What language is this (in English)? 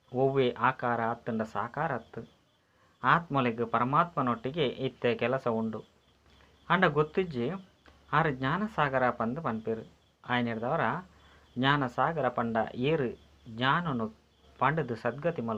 Tulu